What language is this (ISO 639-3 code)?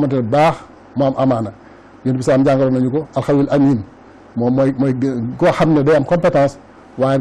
wol